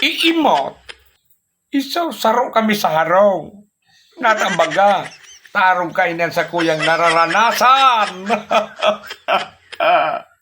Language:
Bikol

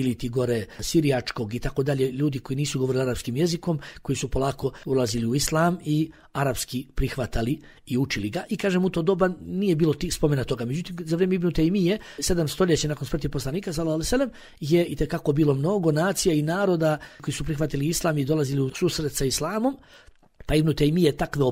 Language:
Bosnian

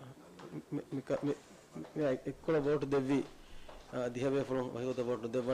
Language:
Divehi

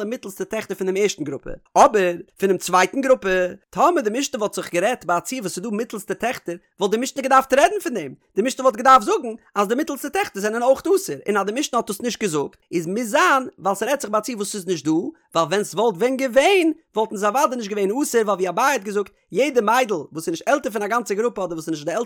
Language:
Yiddish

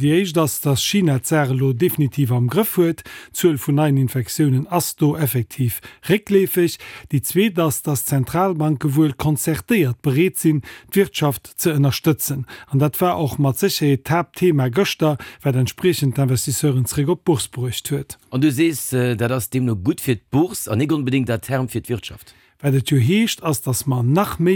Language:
Luxembourgish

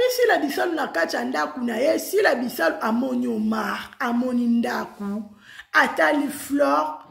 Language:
Lingala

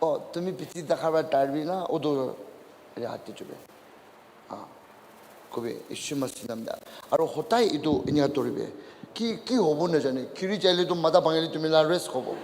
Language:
Naga Pidgin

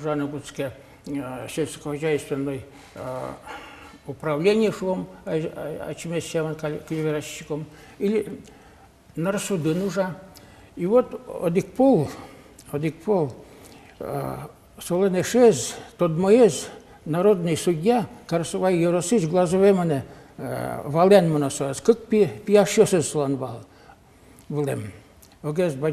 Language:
Udmurt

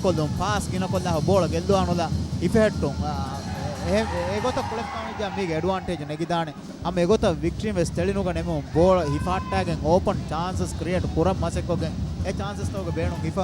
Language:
Divehi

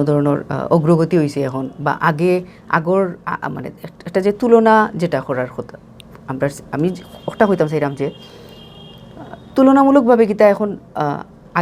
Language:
Sylheti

